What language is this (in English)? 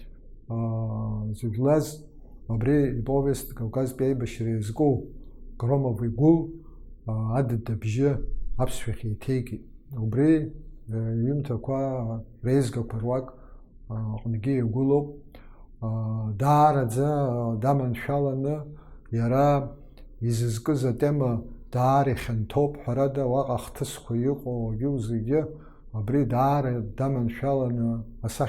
Abkhazian